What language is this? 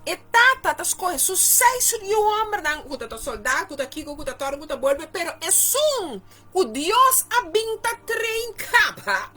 Papiamento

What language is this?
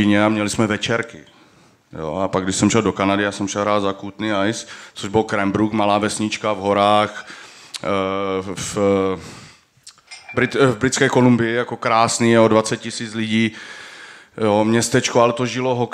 Czech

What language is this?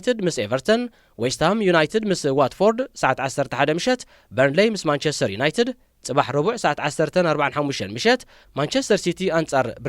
Tigrinya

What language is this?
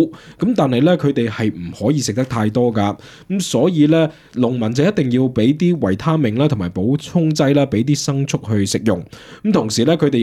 Cantonese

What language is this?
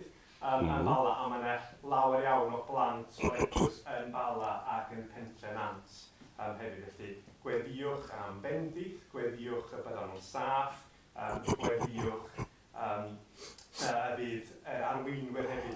Welsh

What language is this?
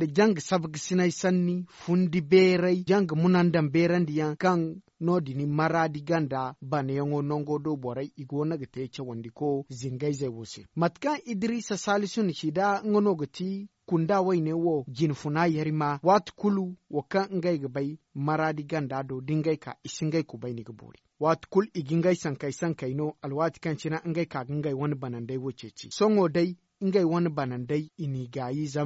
Zarma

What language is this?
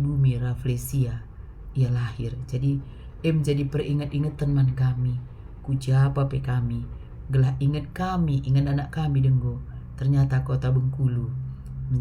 Batak Karo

